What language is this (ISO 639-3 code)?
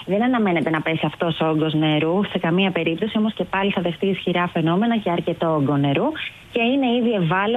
ell